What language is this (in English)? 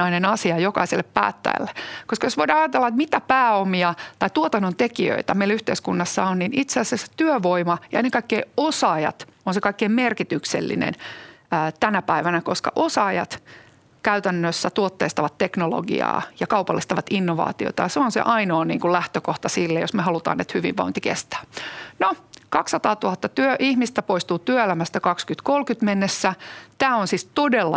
Finnish